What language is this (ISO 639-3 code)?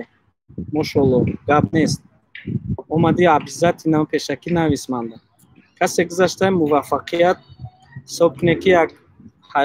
tgk